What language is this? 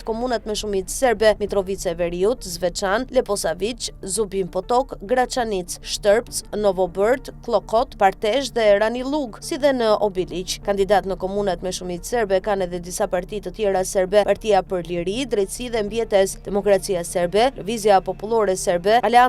Albanian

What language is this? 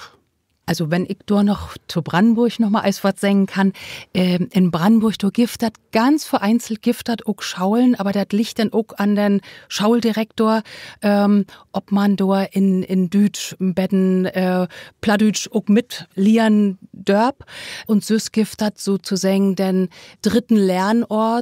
Low German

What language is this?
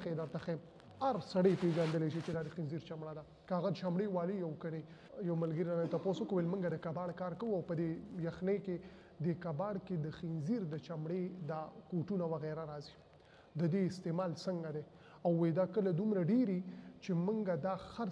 Pashto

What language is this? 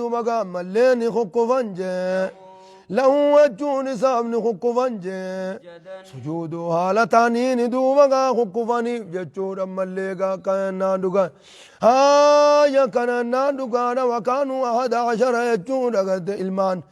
Oromo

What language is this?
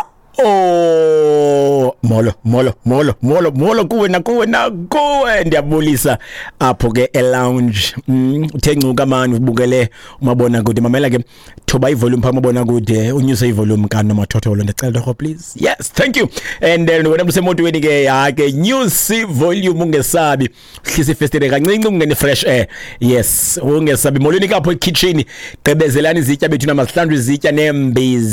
Xhosa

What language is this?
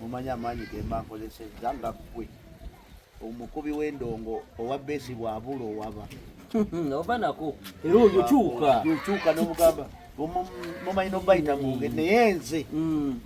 Ganda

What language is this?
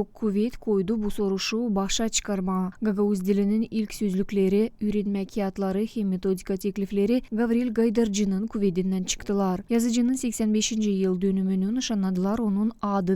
Gagauz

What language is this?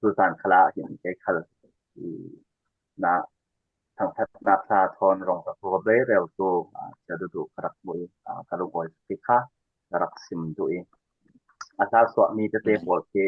Falam Chin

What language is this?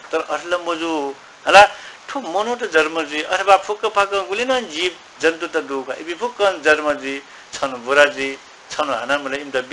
Newari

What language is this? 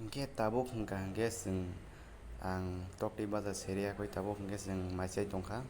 Kok Borok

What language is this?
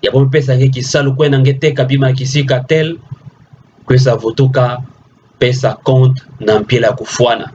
Kituba (Democratic Republic of Congo)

